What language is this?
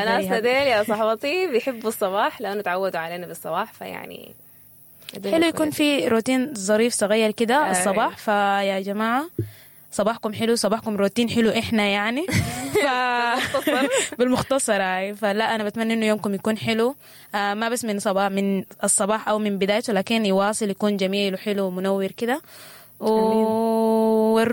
Sudanese Arabic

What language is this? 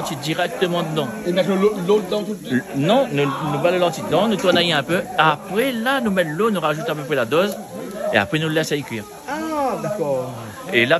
Réunion Creole French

